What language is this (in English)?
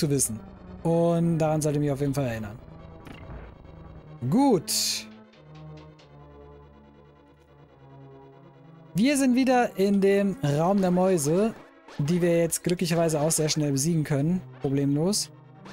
German